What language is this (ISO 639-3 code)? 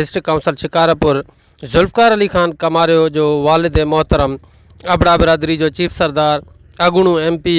snd